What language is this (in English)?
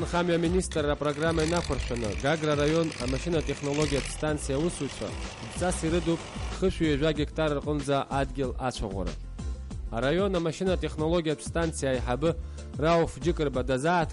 Abkhazian